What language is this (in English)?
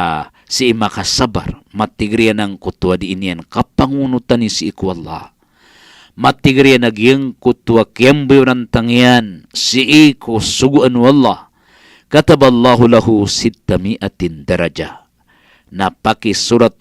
Maranao